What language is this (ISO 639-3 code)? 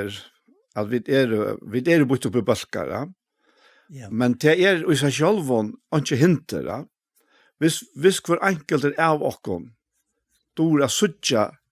fao